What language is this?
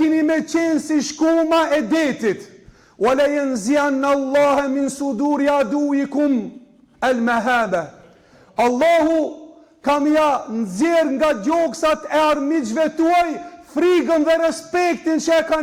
Albanian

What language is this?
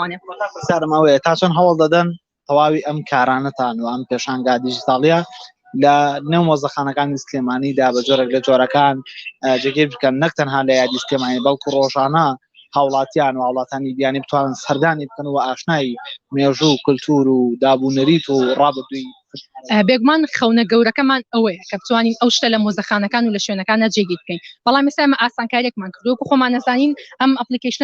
Central Kurdish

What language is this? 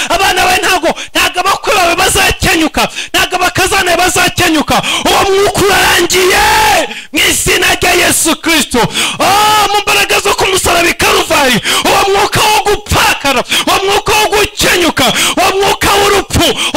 Kinyarwanda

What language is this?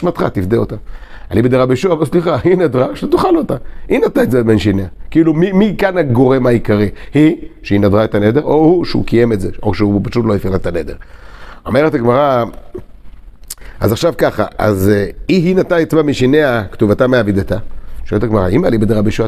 Hebrew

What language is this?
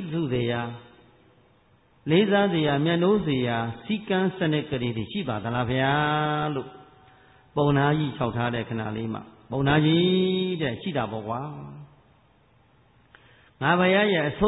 Burmese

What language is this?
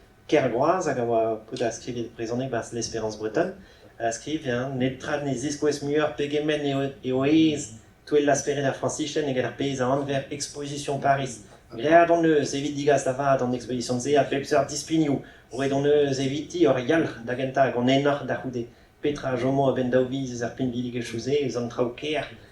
Breton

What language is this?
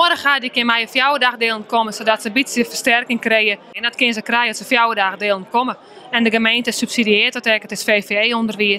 Western Frisian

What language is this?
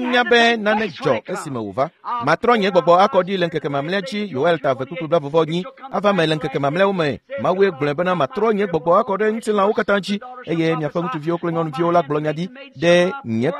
Ewe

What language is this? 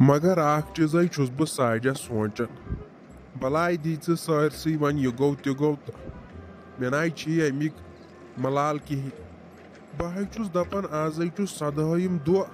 Kashmiri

